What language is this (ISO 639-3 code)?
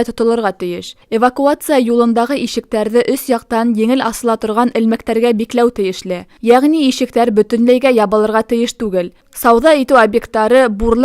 bak